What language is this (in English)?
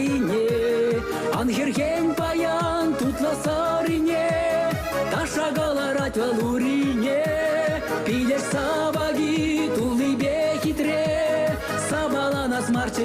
Chuvash